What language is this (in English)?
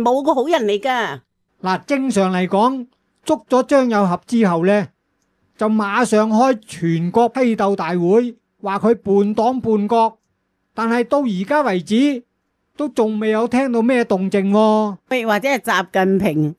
Cantonese